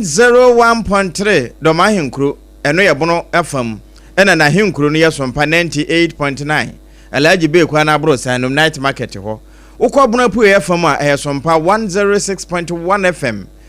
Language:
Akan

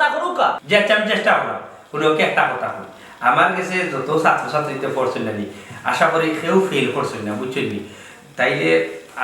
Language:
Sylheti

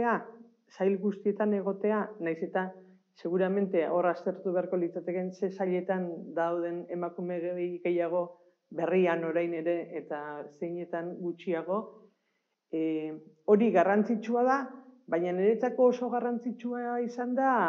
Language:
Basque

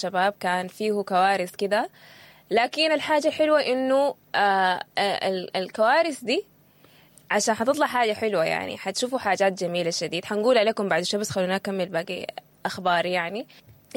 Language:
Sudanese Arabic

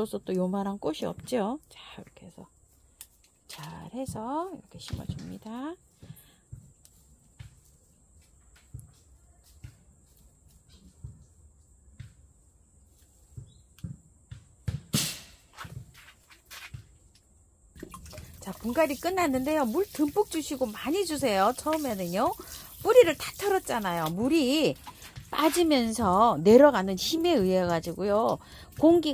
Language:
Korean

